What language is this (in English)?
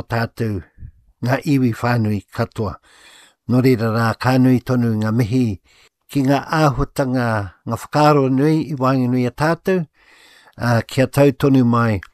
Māori